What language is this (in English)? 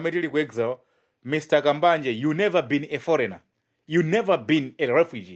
Nyanja